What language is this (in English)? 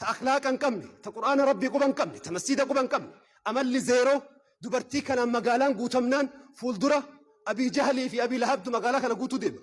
Oromo